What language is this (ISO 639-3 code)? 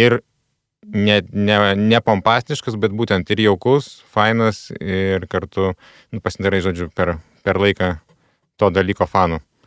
lit